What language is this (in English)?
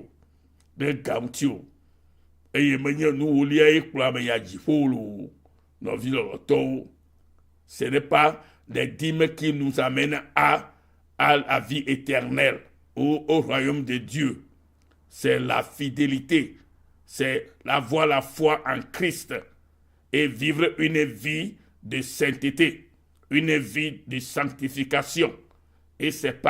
Ewe